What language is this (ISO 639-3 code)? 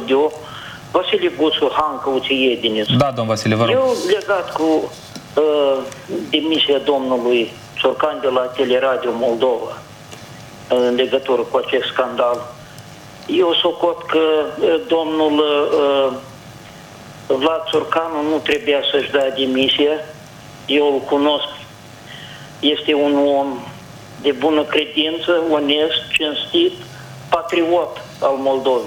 ron